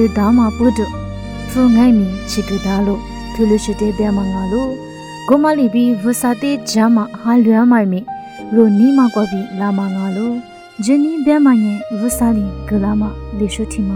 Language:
Lisu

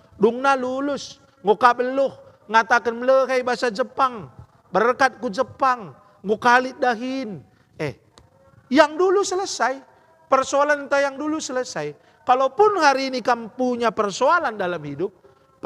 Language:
Batak Karo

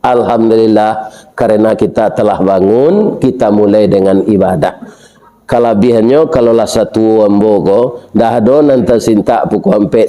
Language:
Minangkabau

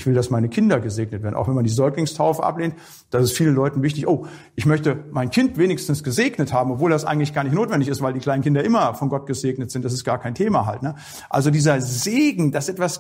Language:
German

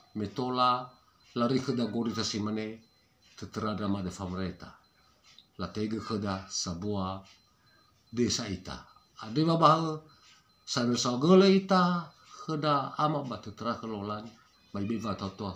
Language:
Nias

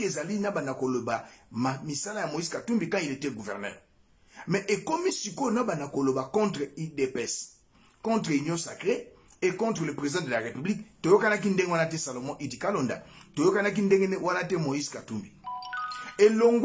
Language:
Lingala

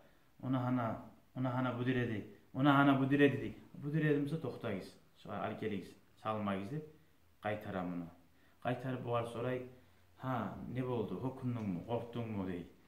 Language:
Kumyk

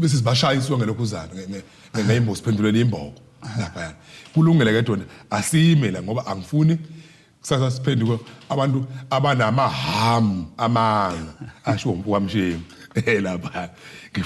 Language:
Zulu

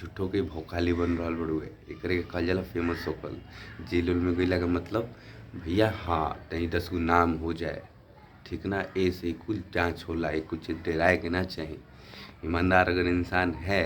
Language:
Bhojpuri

